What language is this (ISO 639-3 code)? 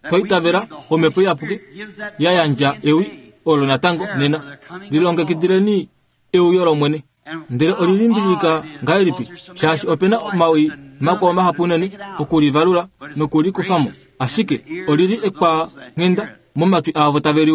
kua